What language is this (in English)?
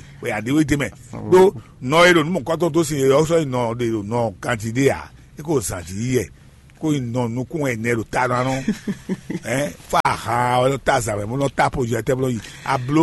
Fon